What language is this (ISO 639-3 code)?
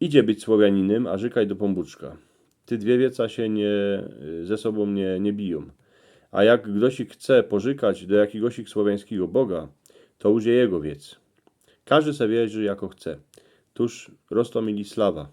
szl